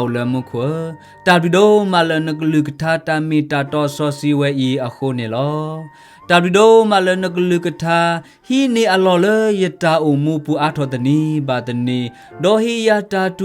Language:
S'gaw Karen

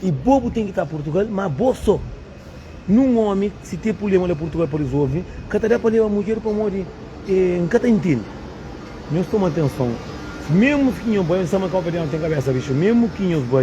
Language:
Kabuverdianu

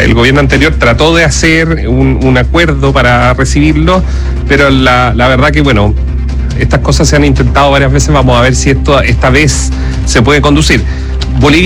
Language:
Spanish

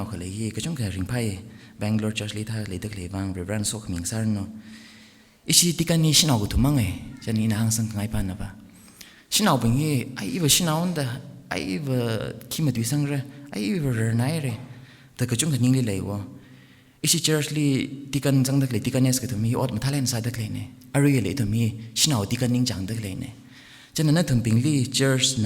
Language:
Tangkhul Naga (India)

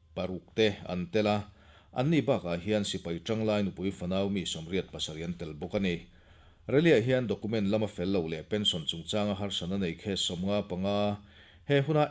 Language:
Mizo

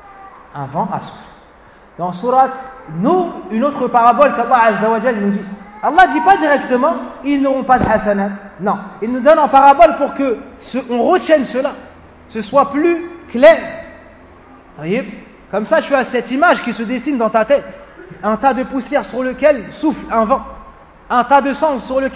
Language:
French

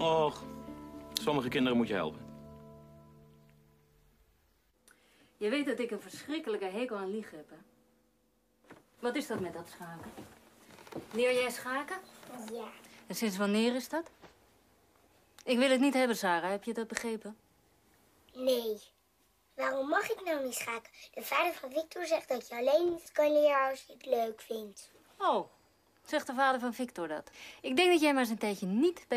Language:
Dutch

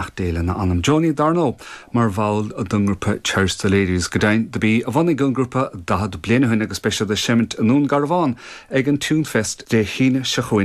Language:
Irish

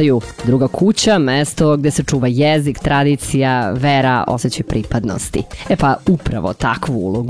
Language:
Serbian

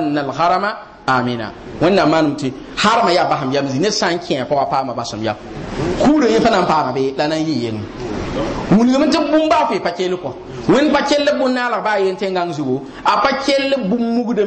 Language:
Mossi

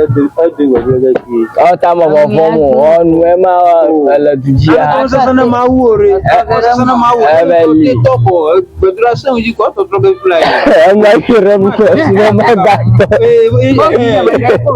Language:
Ewe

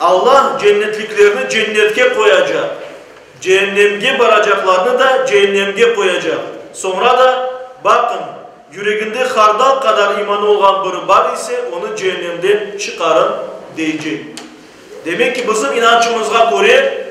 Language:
Crimean Tatar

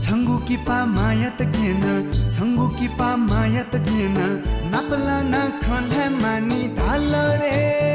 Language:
Newari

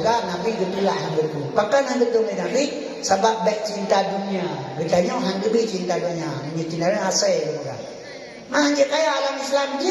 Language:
Achinese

